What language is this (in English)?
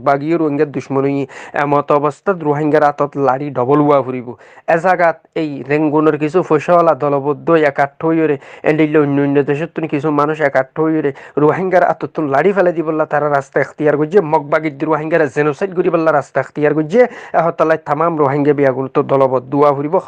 Rohingya